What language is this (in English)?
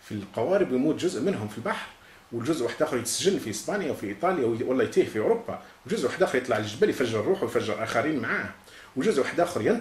Algerian Arabic